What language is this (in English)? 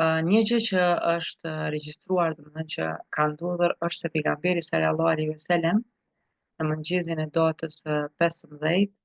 Albanian